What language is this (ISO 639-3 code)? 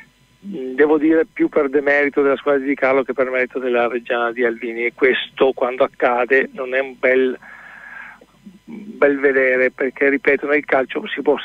ita